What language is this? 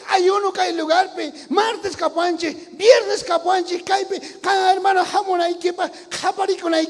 South Bolivian Quechua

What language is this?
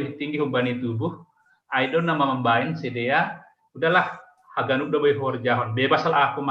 Batak Simalungun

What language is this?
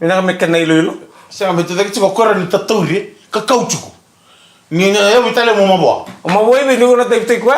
Fijian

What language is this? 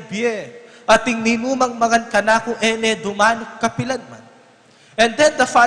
Pampanga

